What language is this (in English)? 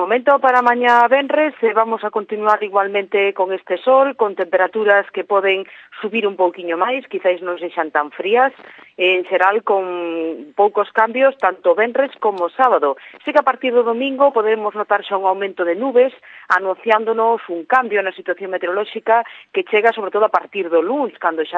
Galician